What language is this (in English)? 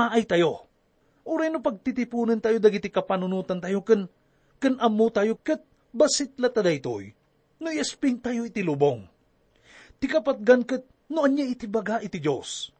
Iloko